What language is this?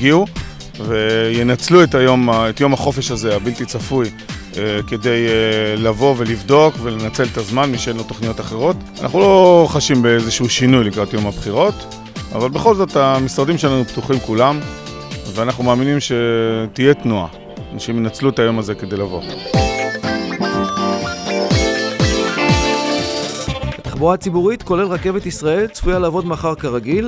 Hebrew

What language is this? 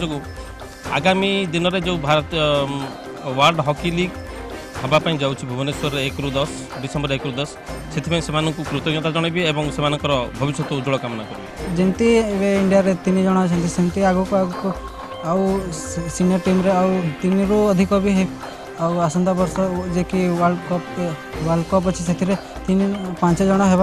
Odia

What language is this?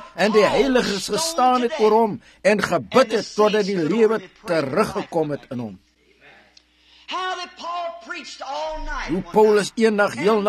Afrikaans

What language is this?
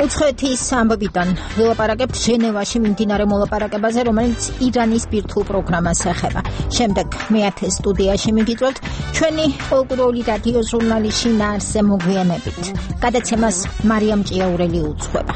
Georgian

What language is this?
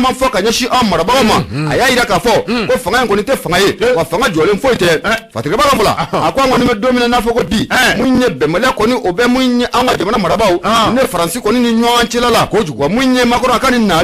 Bambara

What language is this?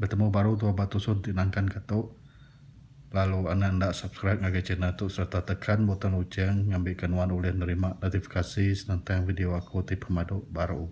Iban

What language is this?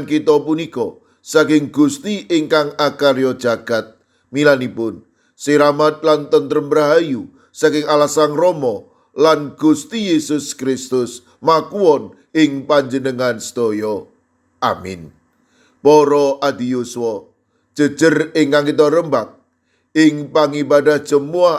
Javanese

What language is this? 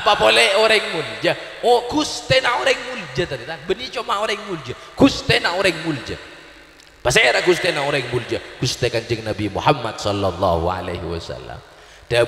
Madurese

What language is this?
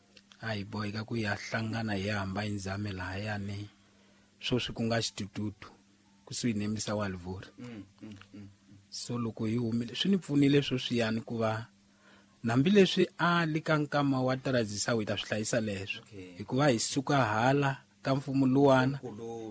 Tsonga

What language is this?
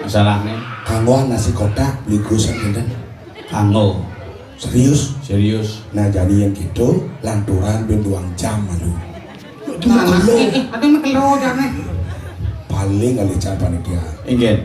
Balinese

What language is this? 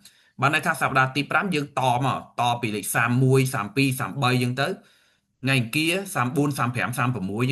Khmer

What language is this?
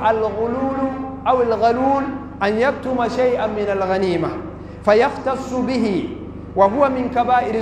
Bambara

